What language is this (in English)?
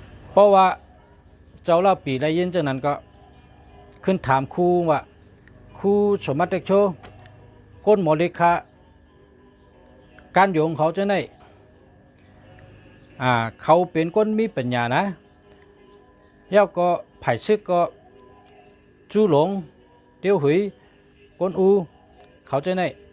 Shan